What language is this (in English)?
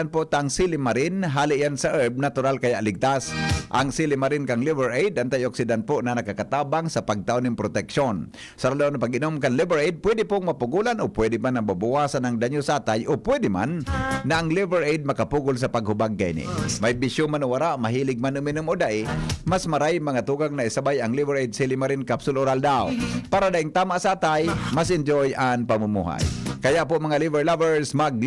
Bikol